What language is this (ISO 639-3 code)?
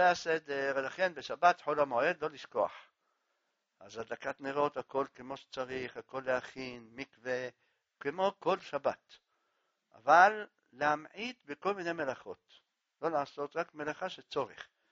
heb